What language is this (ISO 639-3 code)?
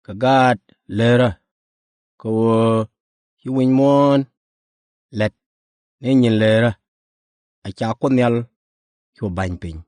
nus